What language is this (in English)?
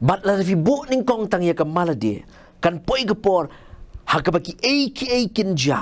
Khasi